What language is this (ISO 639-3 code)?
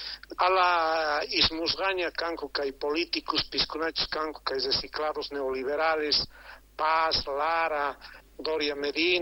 quh